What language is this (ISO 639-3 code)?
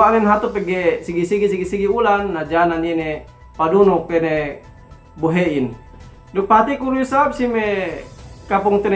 yka